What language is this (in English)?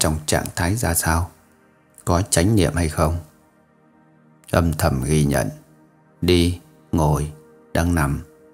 Vietnamese